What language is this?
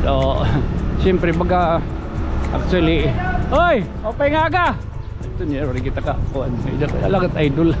Waray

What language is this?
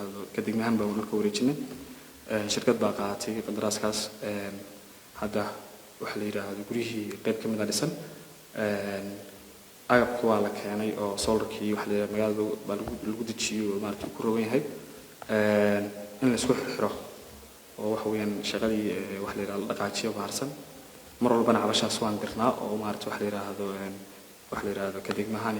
Somali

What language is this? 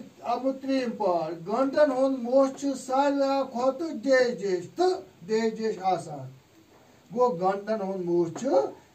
Kashmiri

